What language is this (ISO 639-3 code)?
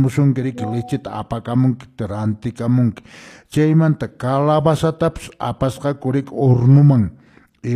que